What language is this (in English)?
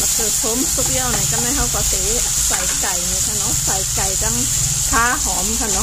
Shan